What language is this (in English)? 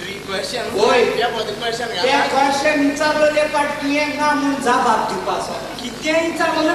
Konkani